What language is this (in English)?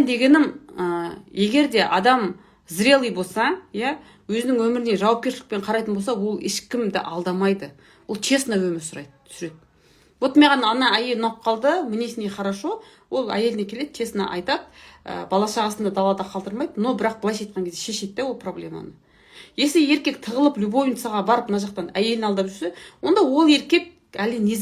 Kazakh